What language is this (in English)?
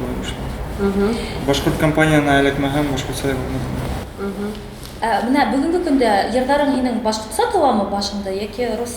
Bashkir